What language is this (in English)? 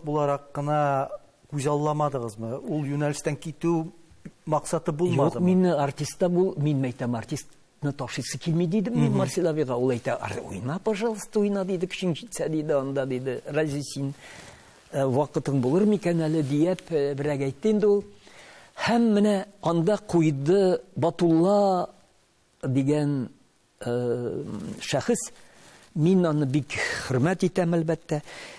Tatar